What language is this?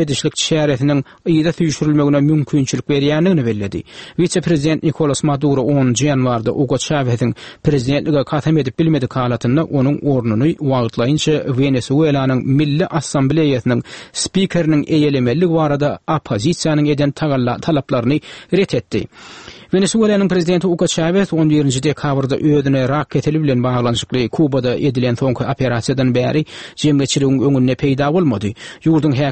Turkmen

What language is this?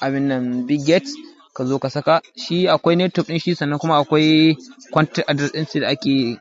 Hausa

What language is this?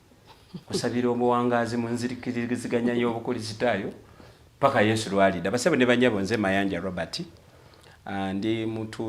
Ganda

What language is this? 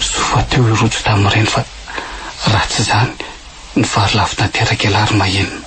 Malagasy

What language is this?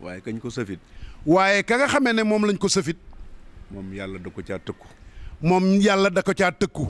Wolof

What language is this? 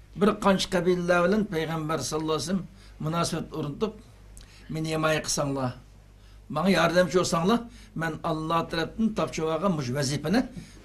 Uyghur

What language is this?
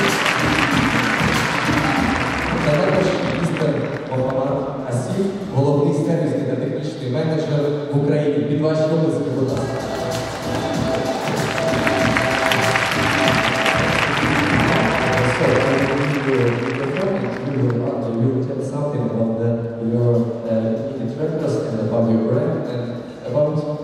Ukrainian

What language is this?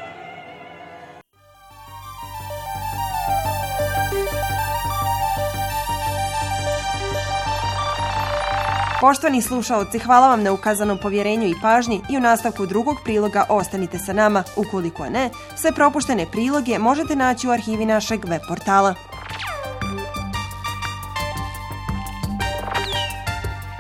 Bosnian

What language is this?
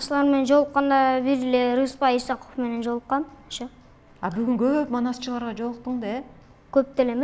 Kyrgyz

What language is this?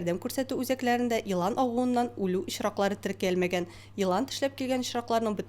Tatar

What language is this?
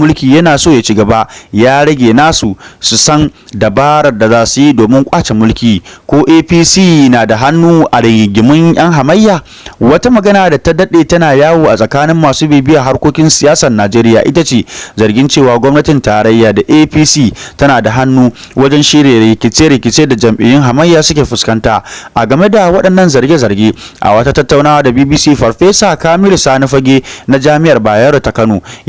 Hausa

